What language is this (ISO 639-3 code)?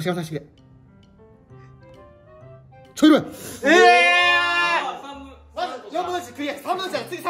jpn